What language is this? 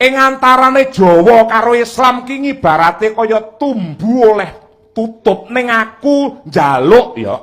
Javanese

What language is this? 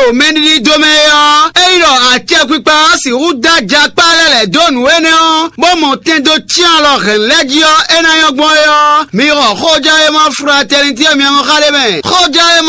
Fon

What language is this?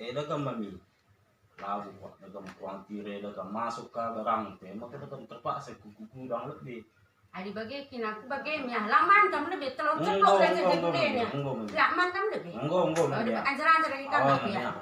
Batak Karo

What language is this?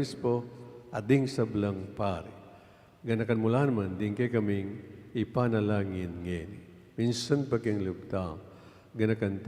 Pampanga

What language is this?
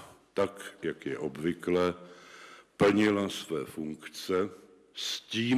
Czech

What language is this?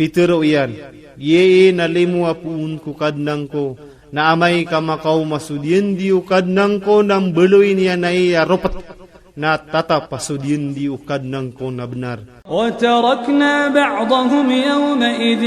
Iranun (Philippines)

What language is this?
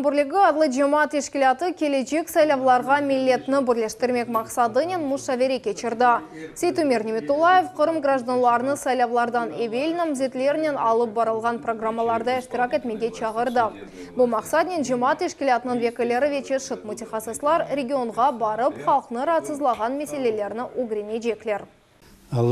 Crimean Tatar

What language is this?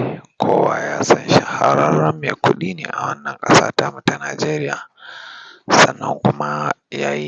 Hausa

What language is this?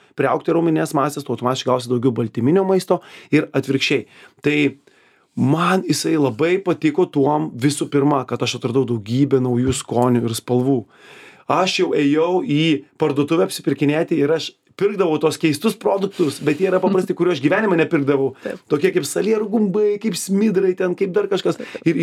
Lithuanian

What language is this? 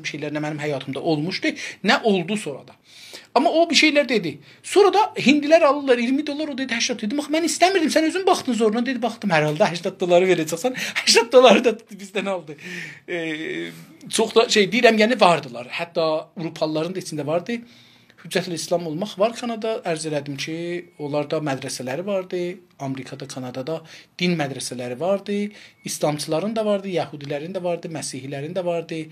South Azerbaijani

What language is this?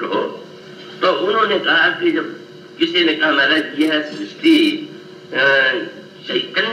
Hindi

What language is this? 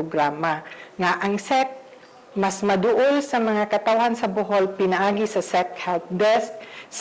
Cebuano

